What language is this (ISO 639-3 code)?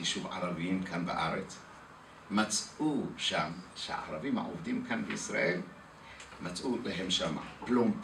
heb